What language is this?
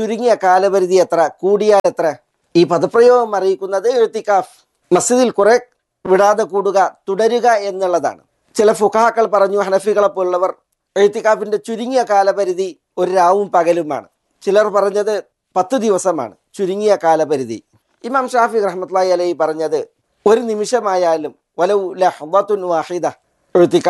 Malayalam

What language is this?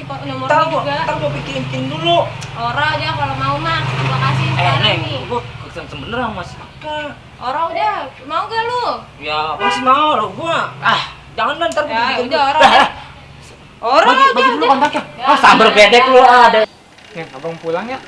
Betawi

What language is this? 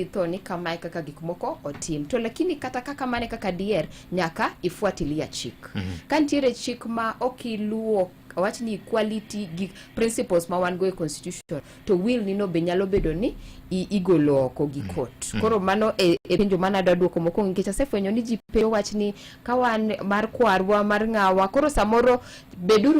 Luo (Kenya and Tanzania)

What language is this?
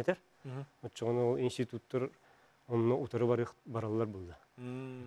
Yakut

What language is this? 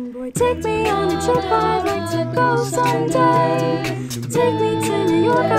English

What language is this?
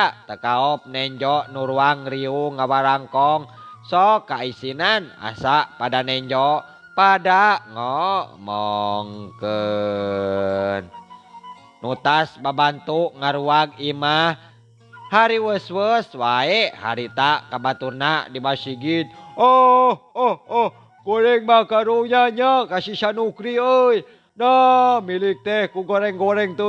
Sundanese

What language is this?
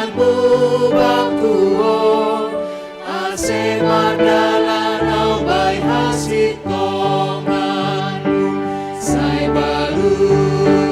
Batak Simalungun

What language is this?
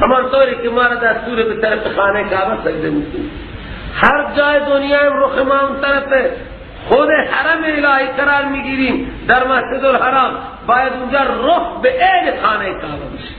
Persian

